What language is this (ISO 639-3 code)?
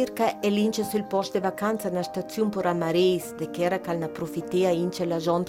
lld